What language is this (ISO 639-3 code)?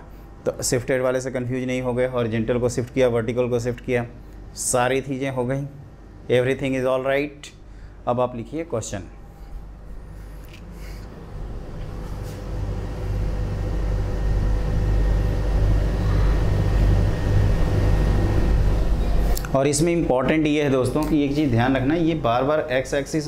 hin